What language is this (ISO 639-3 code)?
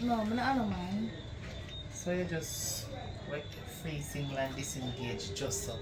jam